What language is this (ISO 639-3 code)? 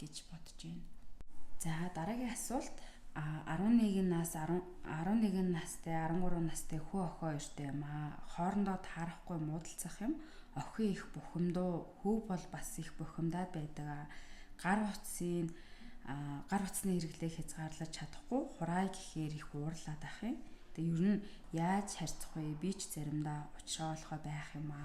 mon